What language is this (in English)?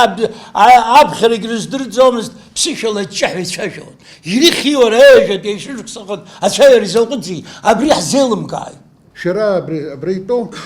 Abkhazian